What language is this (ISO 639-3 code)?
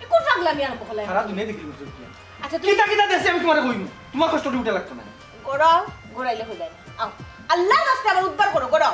syl